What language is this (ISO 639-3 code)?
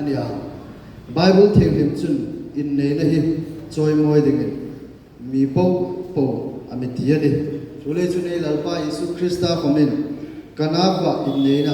hmr